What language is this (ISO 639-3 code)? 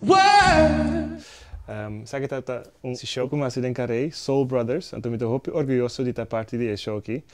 pap